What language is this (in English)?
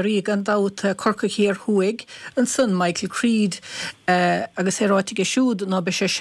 Irish